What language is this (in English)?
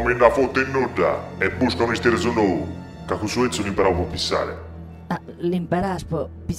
Sardinian